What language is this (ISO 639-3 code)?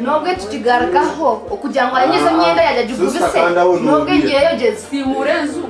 nyn